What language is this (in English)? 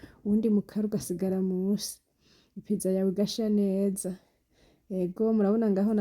Rundi